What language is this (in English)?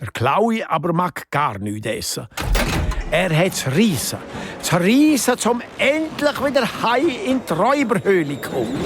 Swiss German